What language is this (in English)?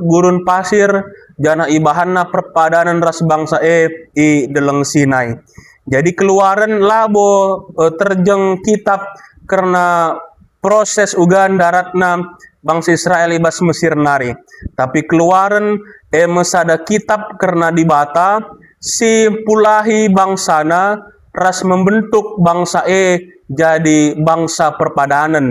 Batak Karo